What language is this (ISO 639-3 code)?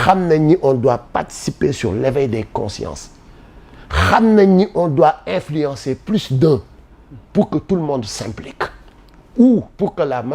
wol